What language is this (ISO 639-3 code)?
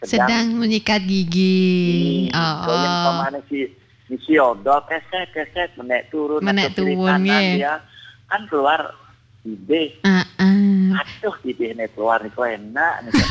ban